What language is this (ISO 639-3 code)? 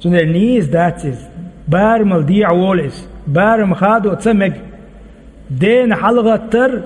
che